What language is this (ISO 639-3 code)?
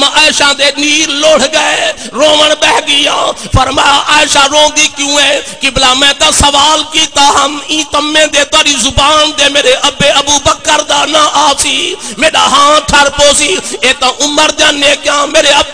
skr